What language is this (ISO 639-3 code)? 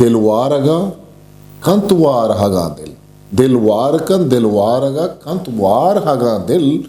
bgp